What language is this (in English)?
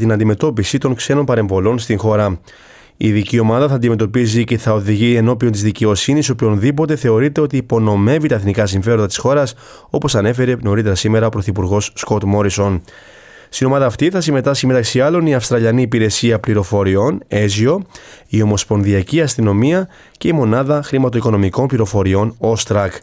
Greek